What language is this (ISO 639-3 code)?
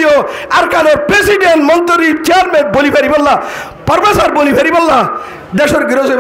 rhg